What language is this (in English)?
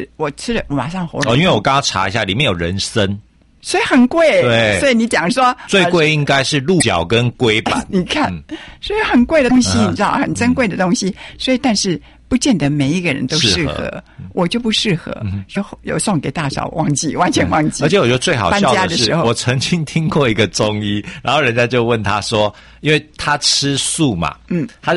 Chinese